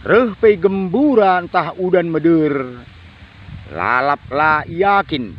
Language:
Batak Karo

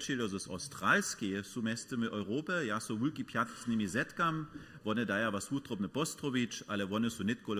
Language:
Upper Sorbian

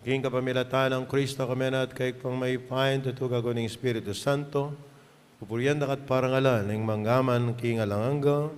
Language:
Pampanga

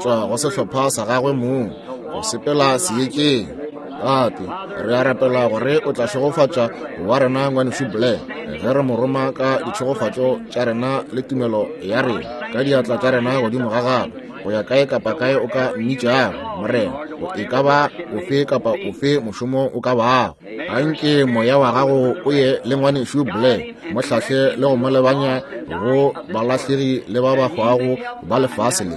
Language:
Northern Sotho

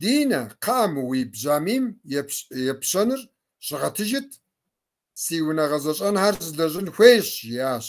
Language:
Kabardian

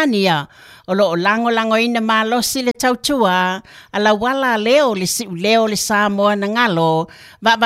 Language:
Samoan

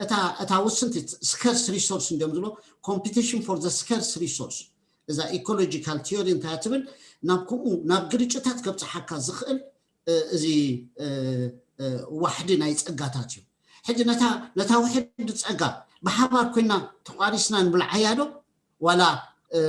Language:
Tigrinya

